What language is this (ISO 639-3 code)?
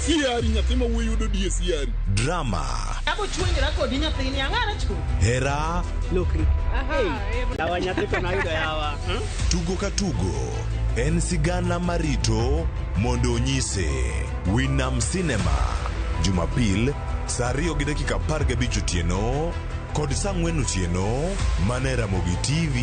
luo